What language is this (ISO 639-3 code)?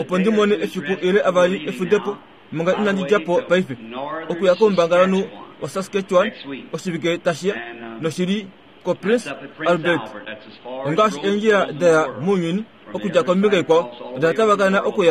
kua